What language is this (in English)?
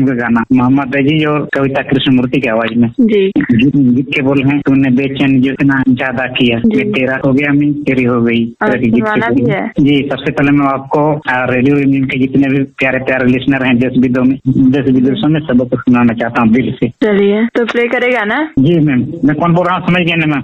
Hindi